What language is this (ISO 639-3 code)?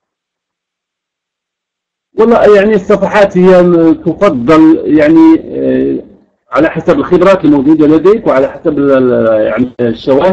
ara